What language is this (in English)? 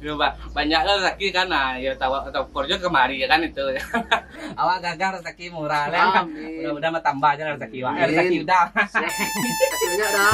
Minangkabau